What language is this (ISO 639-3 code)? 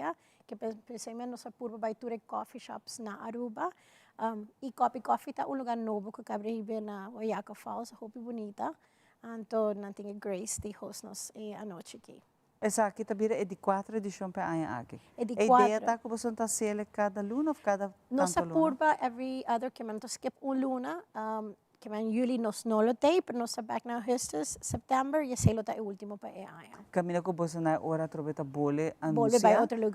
pap